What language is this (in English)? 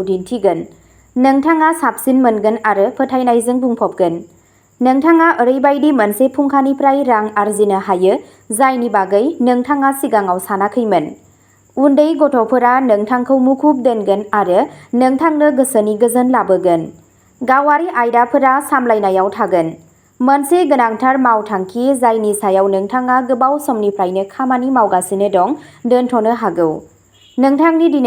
Bodo